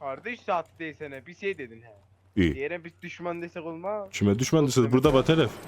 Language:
South Azerbaijani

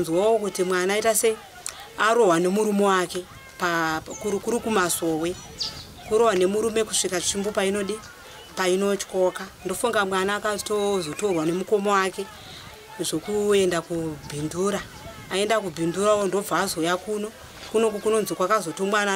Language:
Shona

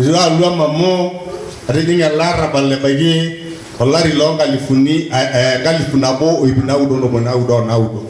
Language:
Masai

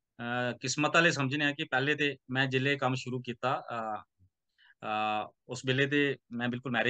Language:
Dogri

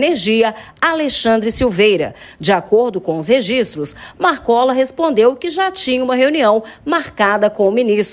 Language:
Portuguese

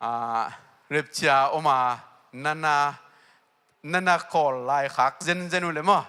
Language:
Tedim Chin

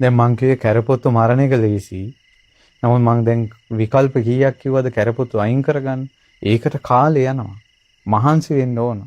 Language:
Sinhala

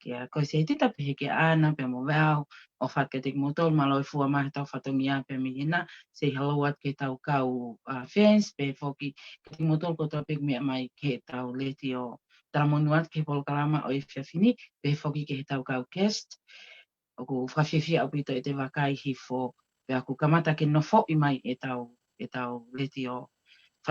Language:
Tongan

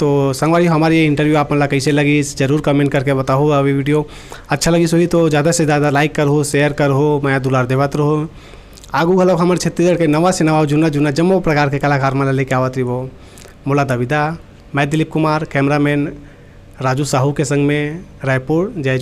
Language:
Chhattisgarhi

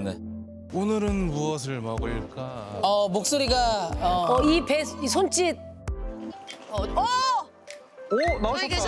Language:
Korean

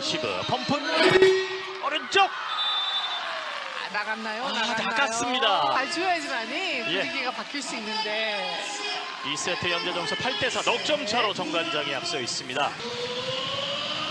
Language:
Korean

